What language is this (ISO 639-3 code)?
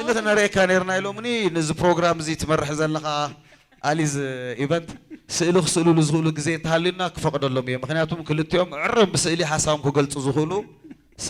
tir